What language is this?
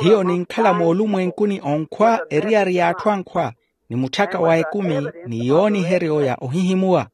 Makhuwa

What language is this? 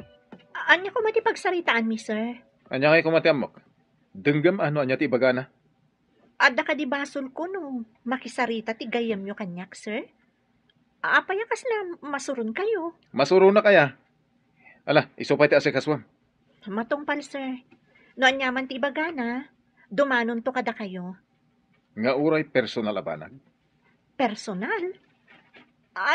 Iloko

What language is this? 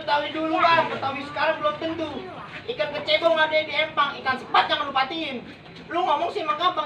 Betawi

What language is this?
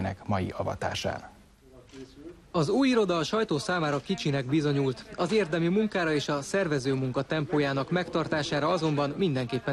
Hungarian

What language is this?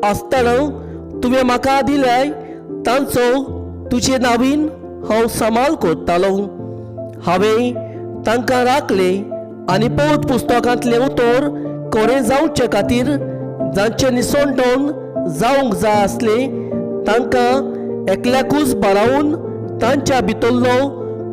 Konkani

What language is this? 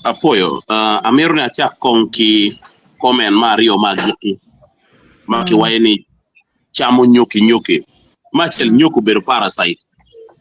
Acoli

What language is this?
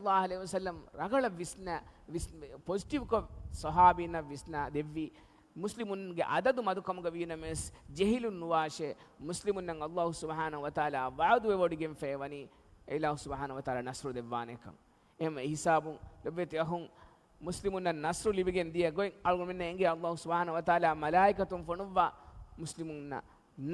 Divehi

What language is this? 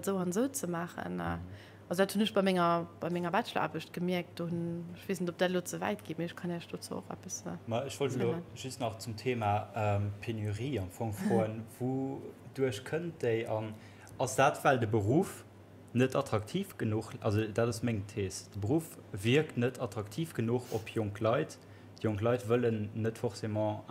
Luxembourgish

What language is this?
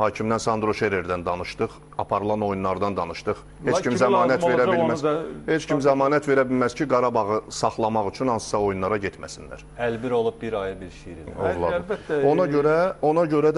Azerbaijani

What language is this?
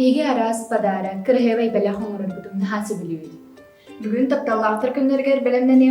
Yakut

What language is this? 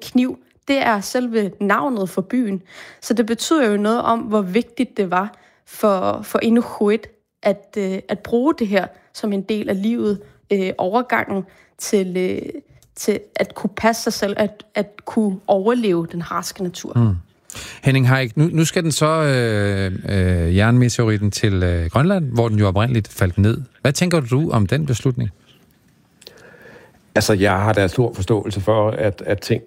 Danish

